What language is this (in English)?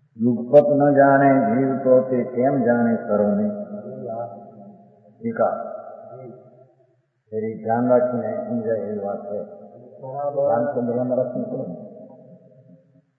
Gujarati